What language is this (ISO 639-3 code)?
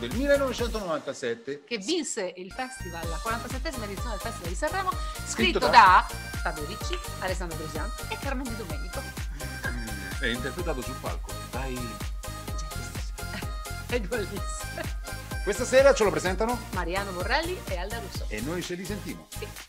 ita